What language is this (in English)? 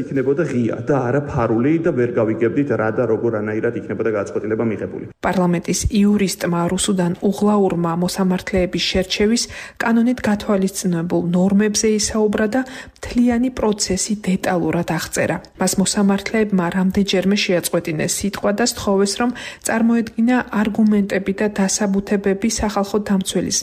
Georgian